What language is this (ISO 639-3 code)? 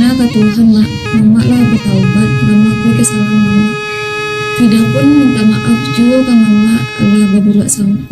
min